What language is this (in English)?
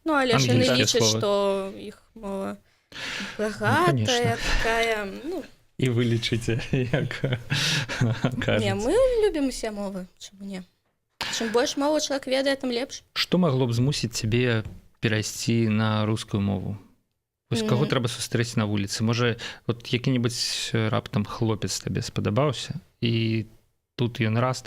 Belarusian